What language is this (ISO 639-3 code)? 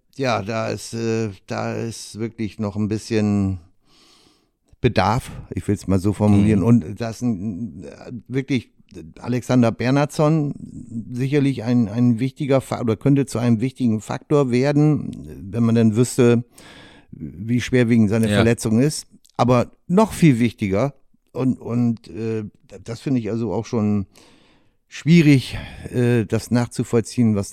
deu